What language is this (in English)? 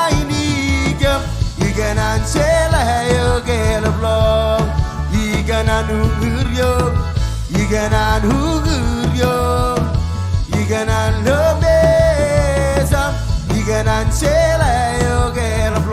Marshallese